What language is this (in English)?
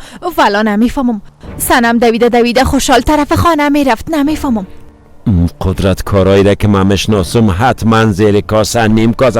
Persian